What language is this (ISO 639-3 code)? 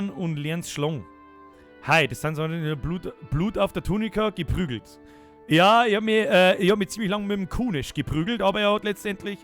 bar